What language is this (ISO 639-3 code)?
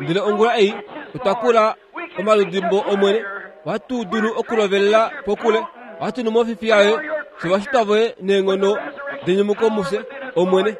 kua